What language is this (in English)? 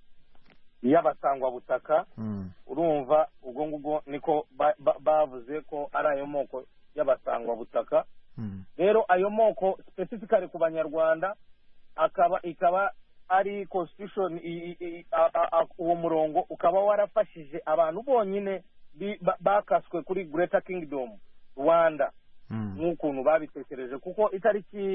Kinyarwanda